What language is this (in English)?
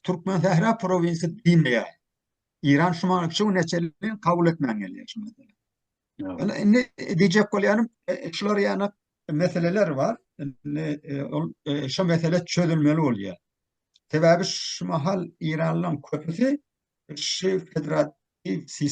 Turkmen